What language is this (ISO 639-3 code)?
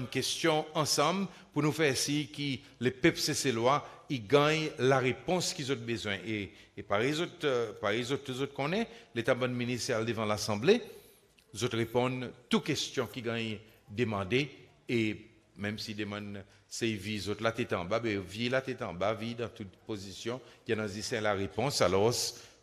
crs